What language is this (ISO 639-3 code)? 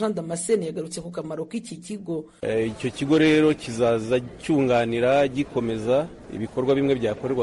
kin